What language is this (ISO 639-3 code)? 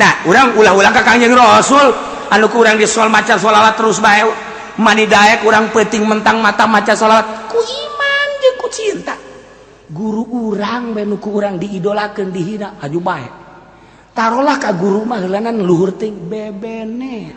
sun